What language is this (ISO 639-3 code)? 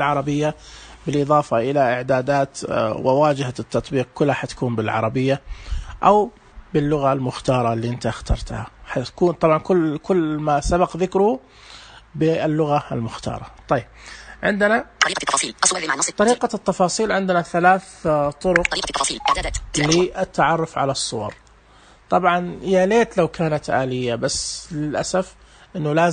ars